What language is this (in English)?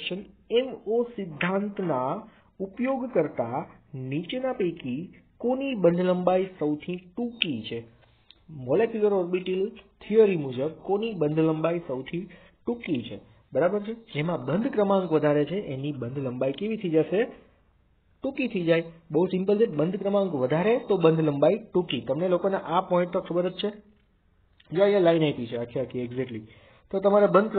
Gujarati